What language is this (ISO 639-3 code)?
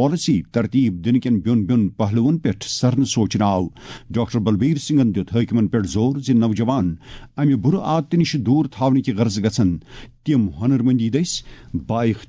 kas